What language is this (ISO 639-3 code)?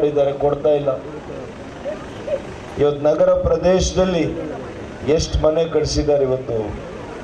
kan